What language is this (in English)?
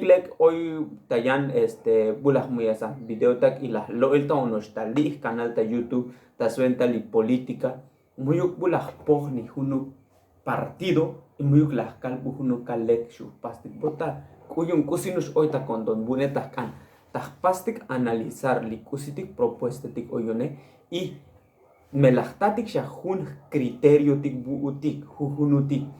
Tzotzil